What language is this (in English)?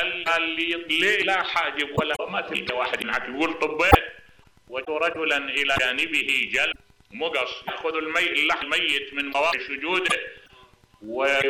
Mesopotamian Arabic